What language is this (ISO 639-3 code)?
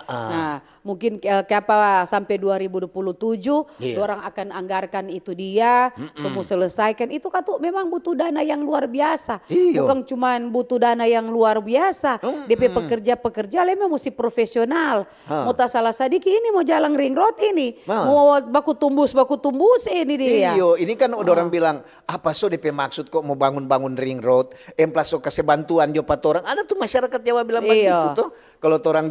xmm